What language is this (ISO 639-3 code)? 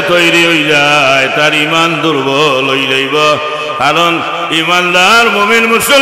syl